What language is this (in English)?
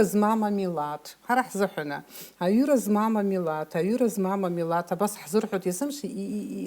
Abkhazian